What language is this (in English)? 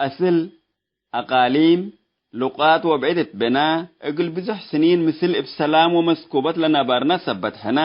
Tigre